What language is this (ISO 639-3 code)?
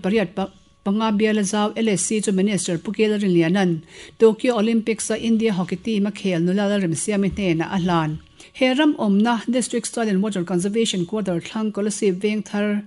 lus